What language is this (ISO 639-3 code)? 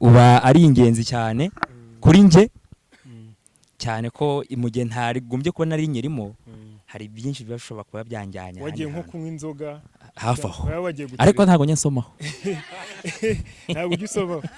kin